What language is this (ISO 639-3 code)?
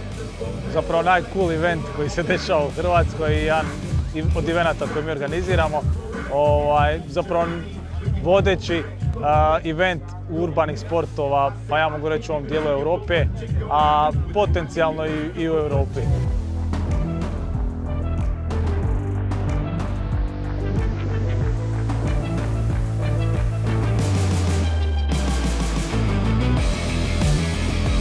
srp